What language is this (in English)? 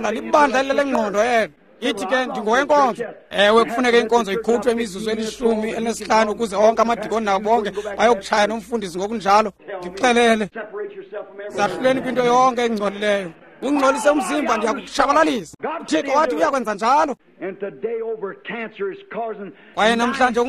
Xhosa